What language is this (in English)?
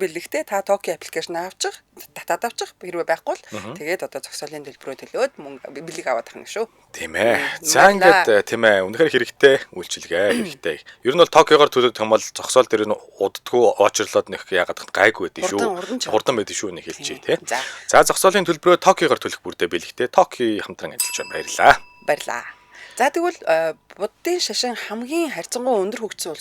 Mongolian